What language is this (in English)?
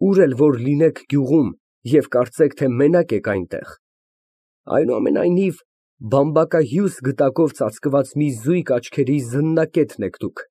Armenian